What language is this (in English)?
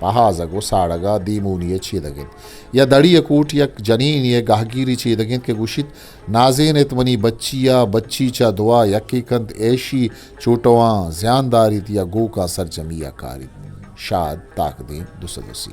Eastern Balochi